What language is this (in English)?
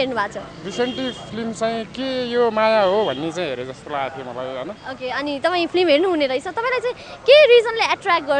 Nepali